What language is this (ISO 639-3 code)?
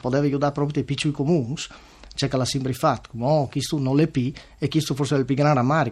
fur